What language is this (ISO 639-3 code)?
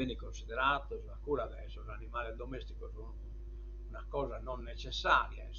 srd